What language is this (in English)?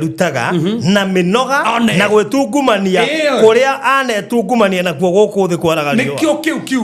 Kikuyu